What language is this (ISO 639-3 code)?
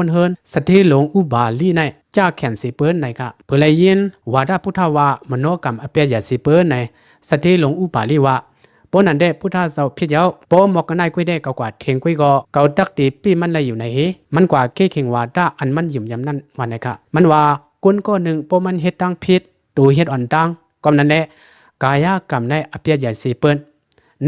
shn